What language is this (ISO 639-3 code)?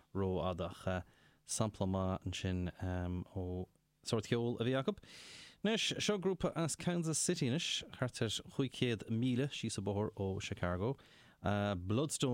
gle